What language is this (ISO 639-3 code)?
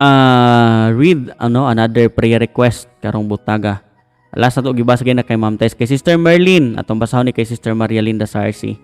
ceb